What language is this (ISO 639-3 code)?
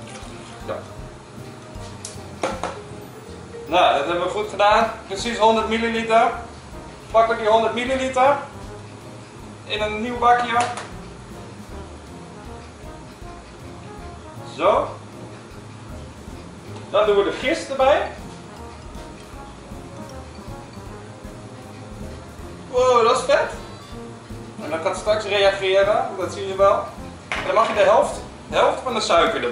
nld